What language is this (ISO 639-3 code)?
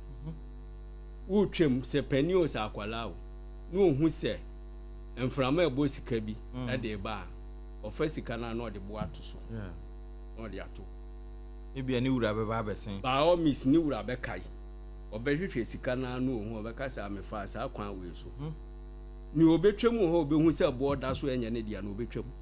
aka